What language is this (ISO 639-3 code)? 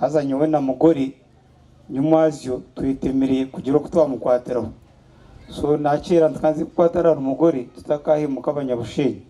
nyn